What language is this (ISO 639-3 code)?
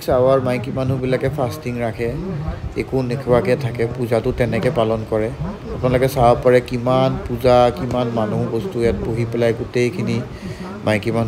asm